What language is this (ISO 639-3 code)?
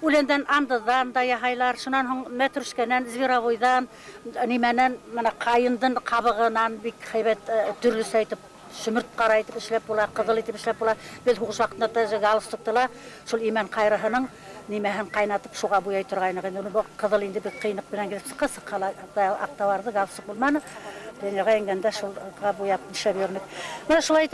bak